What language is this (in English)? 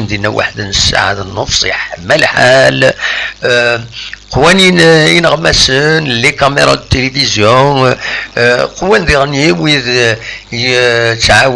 Kabyle